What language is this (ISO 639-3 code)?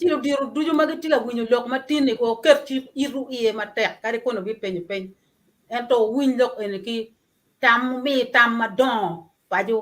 ach